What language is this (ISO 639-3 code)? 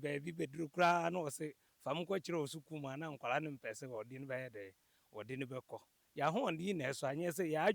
aka